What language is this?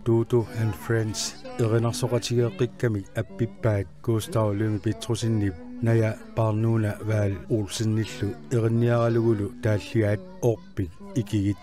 Kalaallisut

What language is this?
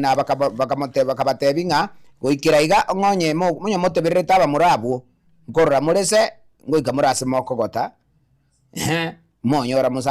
Gusii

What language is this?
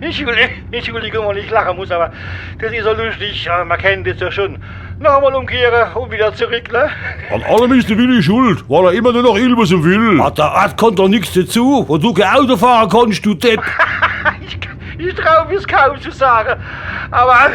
Palatine German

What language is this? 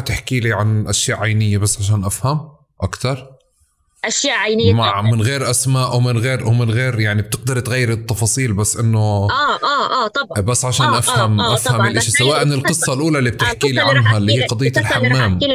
North Levantine Arabic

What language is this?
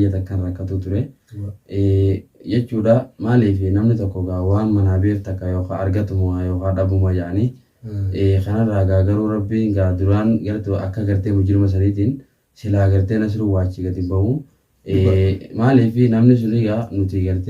Oromo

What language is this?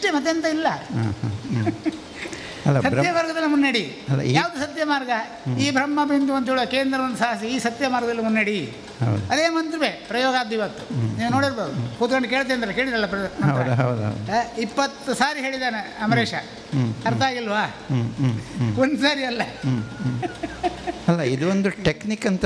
Kannada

